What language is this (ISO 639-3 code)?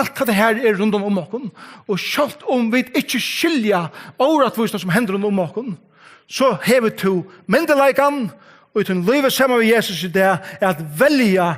fao